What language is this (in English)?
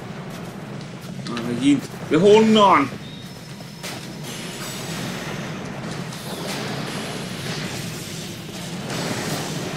Hungarian